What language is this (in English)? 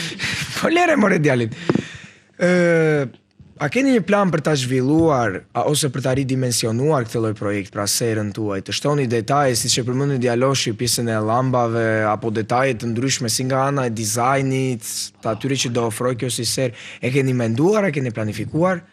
Albanian